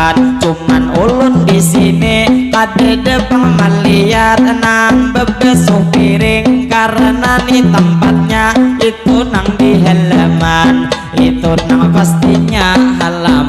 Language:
Banjar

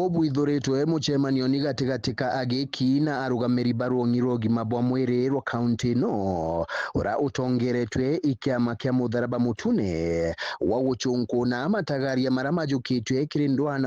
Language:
Meru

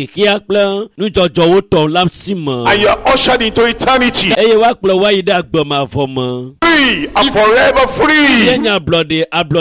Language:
Ewe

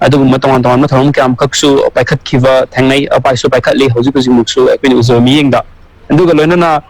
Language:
Manipuri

